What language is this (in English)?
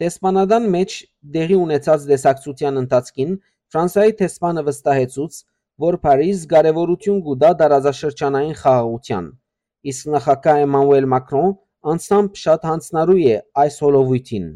Western Armenian